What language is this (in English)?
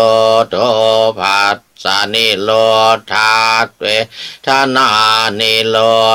Pali